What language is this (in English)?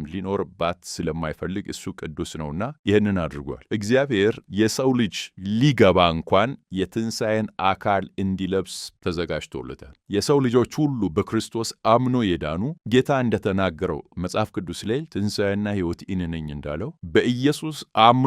Amharic